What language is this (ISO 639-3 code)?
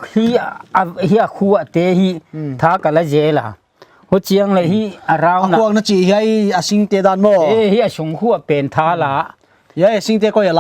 pck